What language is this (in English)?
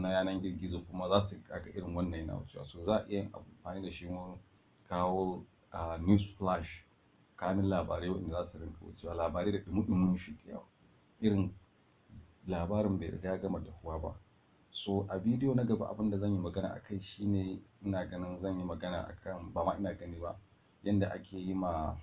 Hausa